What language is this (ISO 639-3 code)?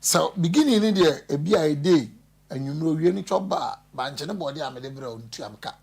aka